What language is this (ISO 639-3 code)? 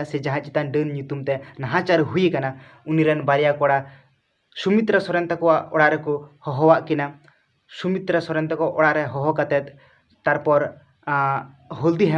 sat